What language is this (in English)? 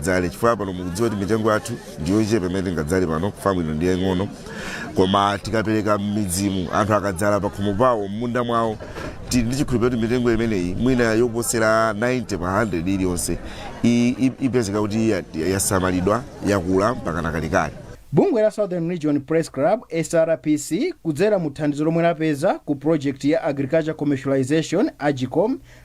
Nyanja